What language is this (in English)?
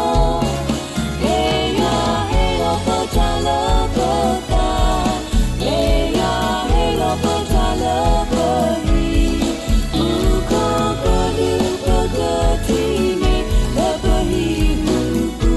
S'gaw Karen